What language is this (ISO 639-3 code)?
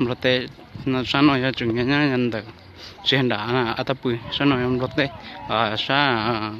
hmn